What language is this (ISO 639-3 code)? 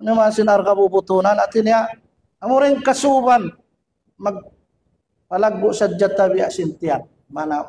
tsg